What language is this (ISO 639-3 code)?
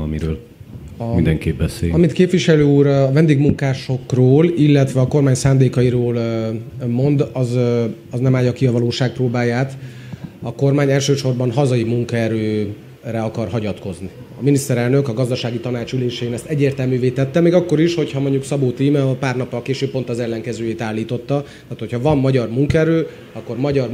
hun